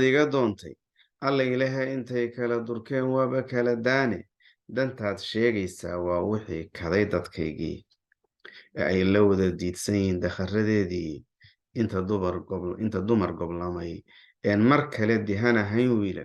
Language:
Somali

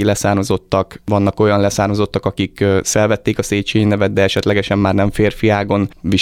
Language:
Hungarian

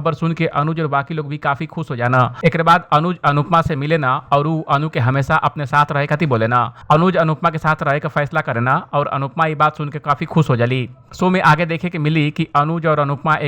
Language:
Bhojpuri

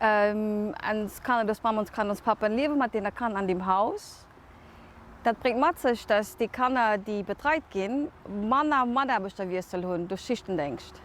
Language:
Luxembourgish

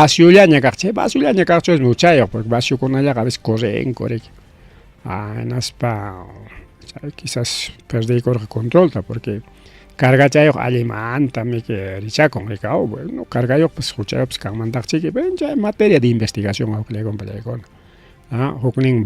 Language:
Ayacucho Quechua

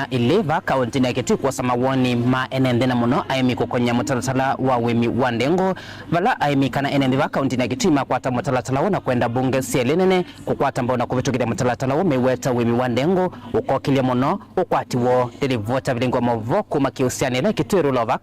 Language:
Kamba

